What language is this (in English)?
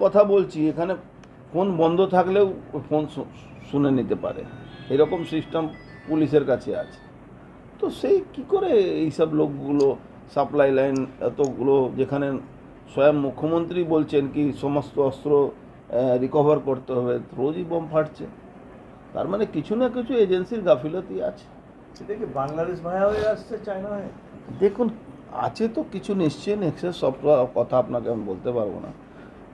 Bangla